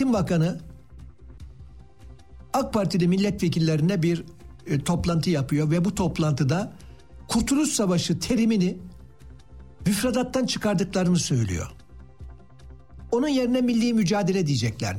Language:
Turkish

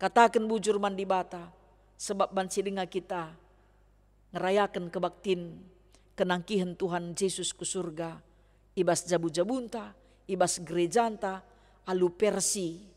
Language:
Batak Karo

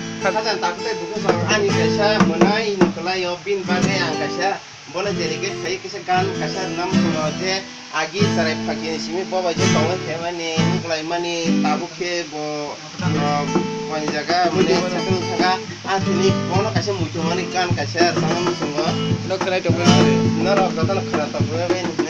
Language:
Kok Borok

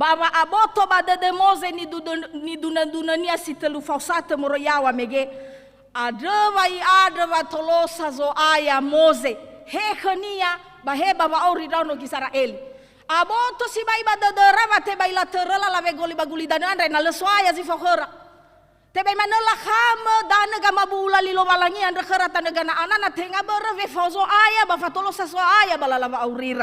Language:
Nias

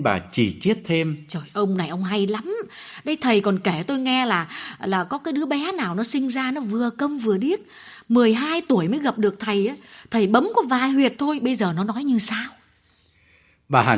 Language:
Vietnamese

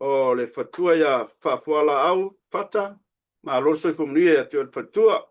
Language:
Samoan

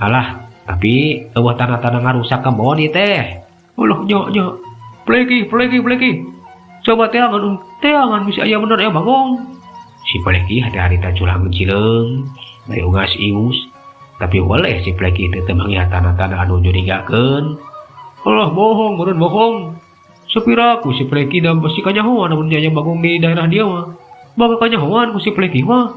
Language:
Sundanese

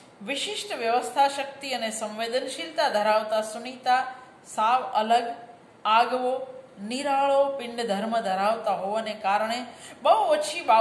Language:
Gujarati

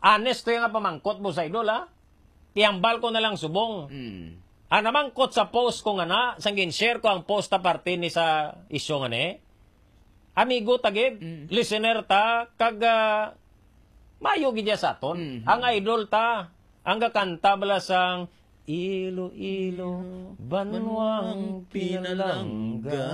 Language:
Hiligaynon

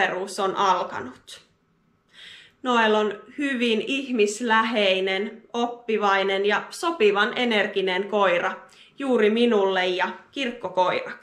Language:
Finnish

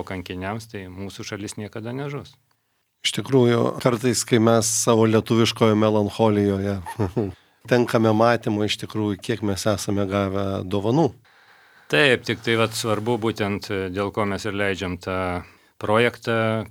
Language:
Lithuanian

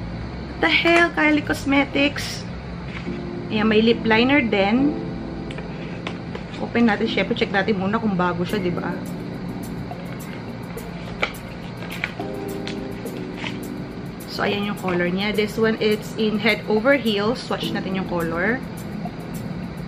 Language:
Filipino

